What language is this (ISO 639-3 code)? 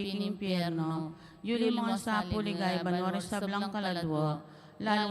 pam